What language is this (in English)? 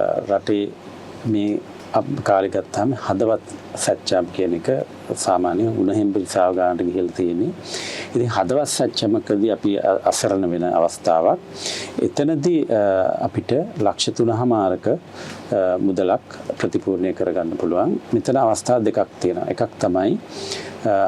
Sinhala